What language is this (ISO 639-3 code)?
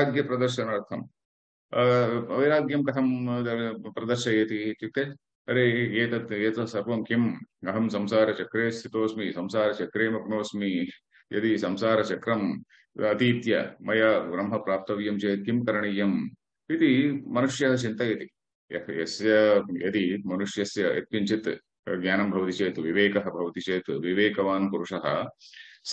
san